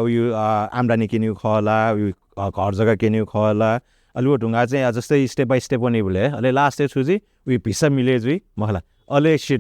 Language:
Newari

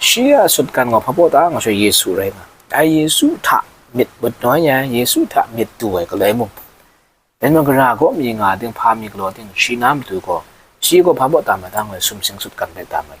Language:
Kachin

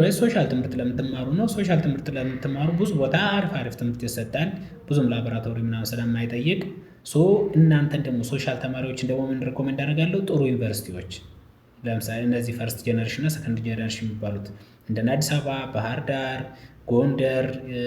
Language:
Amharic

